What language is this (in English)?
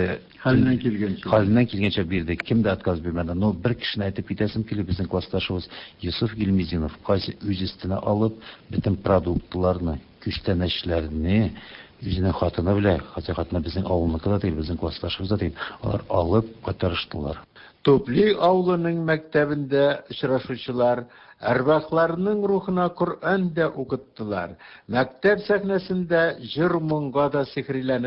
Tatar